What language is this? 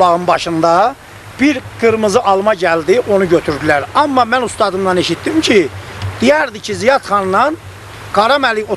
South Azerbaijani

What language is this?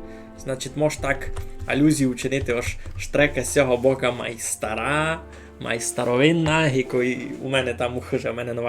Rusyn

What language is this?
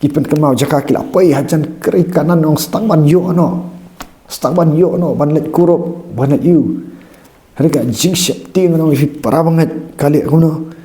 Khasi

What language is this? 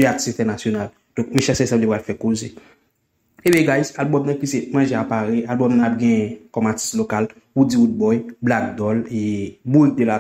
Haitian Creole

